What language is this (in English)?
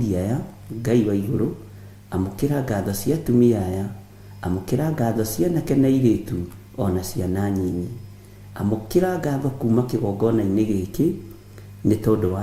Kikuyu